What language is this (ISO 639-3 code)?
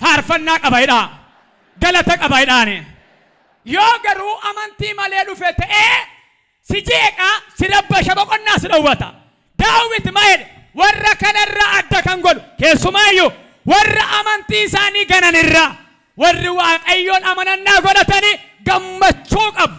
orm